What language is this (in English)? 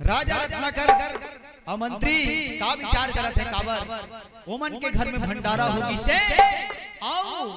Chhattisgarhi